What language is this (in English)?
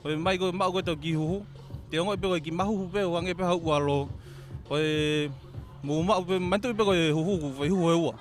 Tongan